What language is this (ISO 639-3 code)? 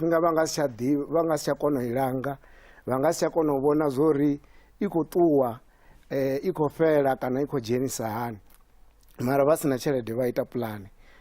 ven